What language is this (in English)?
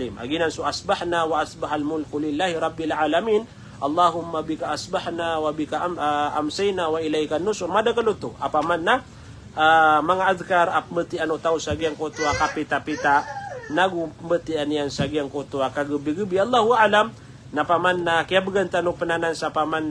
Maranao